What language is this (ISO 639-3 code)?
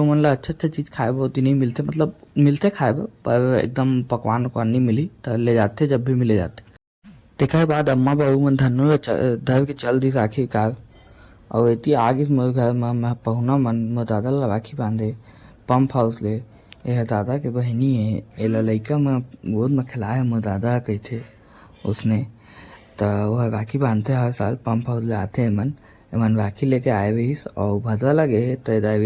hne